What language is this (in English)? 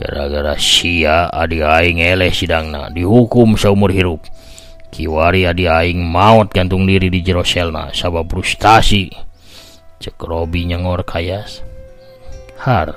Sundanese